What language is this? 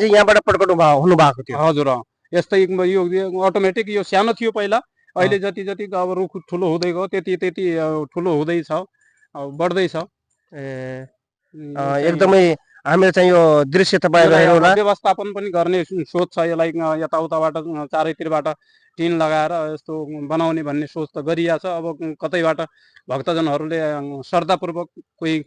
Nepali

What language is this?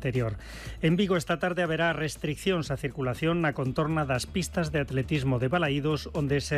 Galician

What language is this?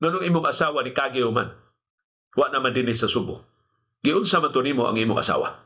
Cebuano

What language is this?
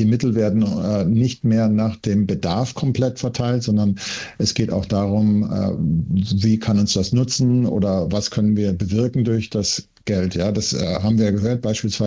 German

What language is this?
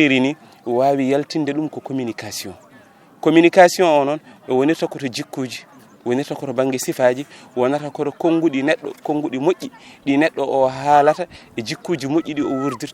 Fula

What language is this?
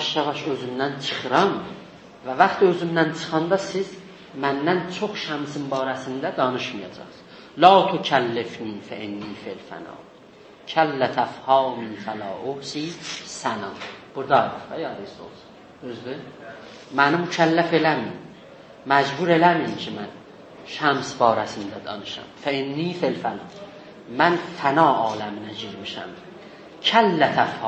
South Azerbaijani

